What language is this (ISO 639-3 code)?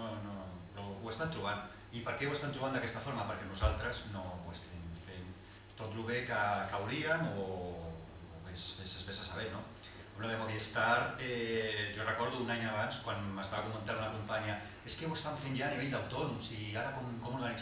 cat